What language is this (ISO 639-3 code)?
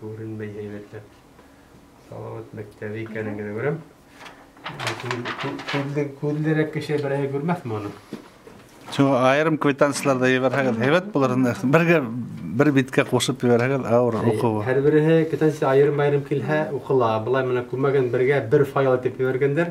bak